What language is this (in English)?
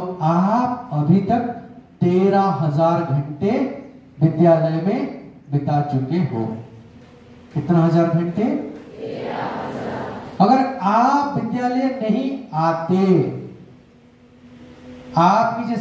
Hindi